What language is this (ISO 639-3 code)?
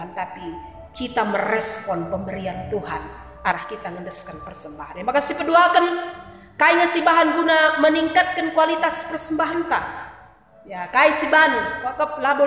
btx